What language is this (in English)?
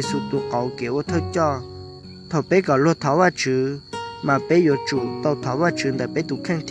Hmong